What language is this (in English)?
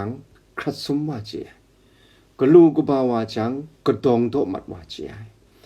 Kachin